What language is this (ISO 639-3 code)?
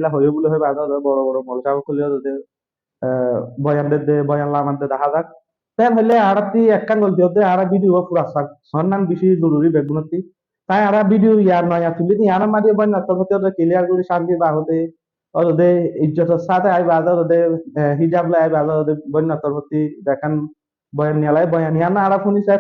rhg